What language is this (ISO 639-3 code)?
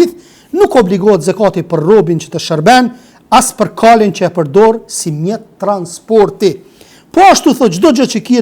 sqi